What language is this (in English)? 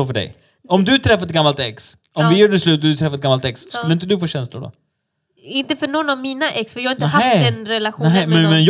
Swedish